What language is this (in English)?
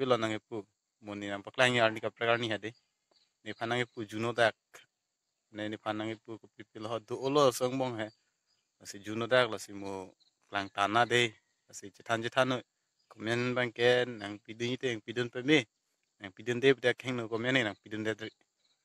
Karbi